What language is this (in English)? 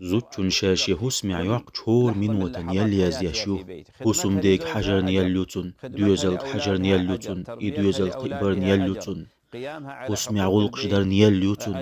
Chechen